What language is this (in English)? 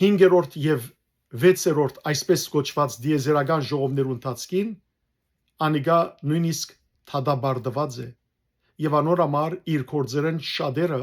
Western Armenian